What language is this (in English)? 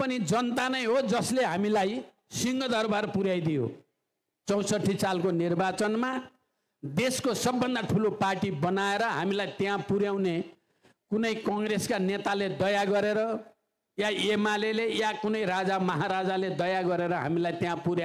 Nepali